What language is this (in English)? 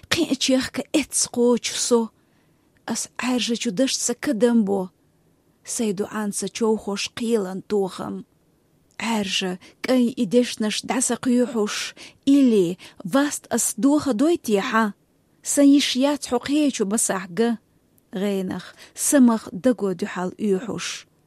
Chechen